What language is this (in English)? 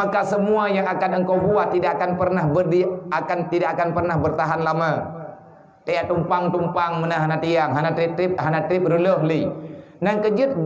Achinese